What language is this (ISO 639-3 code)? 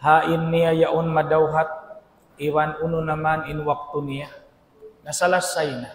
tsg